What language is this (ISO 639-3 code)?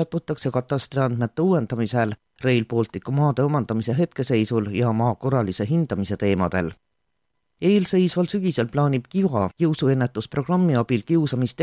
est